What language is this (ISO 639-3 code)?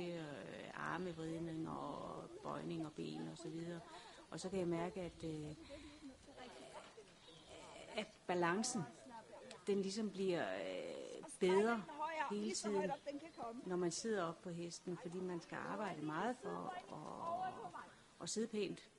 dan